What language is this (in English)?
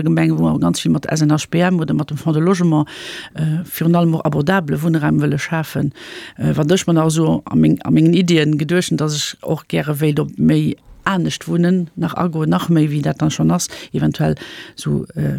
Luxembourgish